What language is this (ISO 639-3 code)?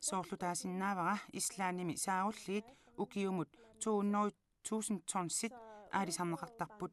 kal